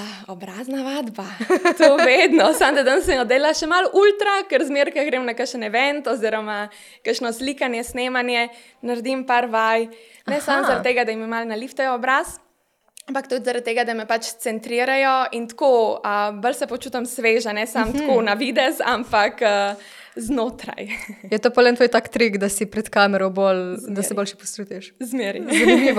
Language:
Slovenian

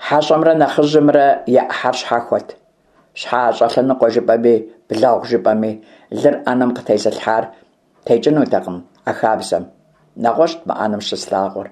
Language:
Kabardian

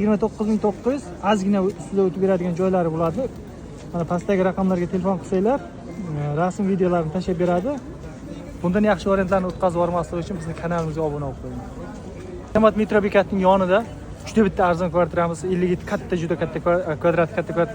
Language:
Uzbek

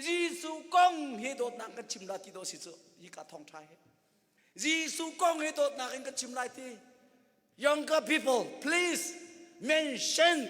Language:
Hakha Chin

